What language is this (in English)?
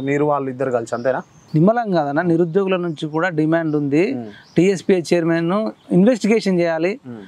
Telugu